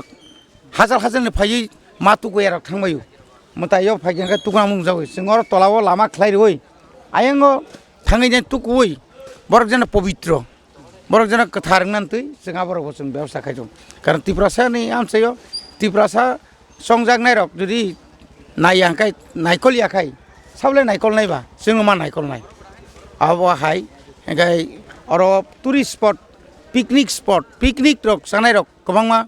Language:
Kok Borok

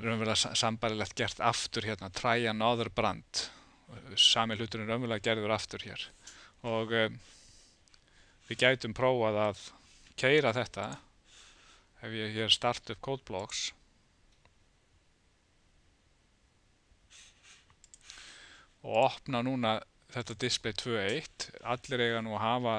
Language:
Icelandic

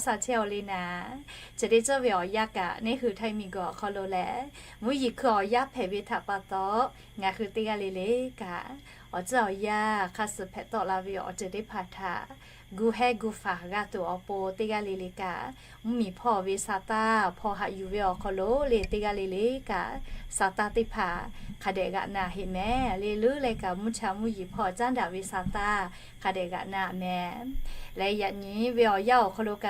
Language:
Lahu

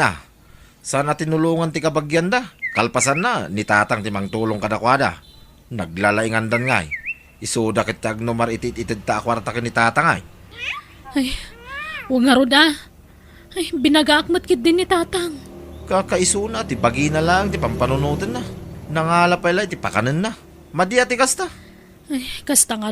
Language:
Iloko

